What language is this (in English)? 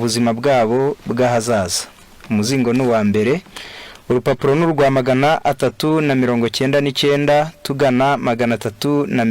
Kinyarwanda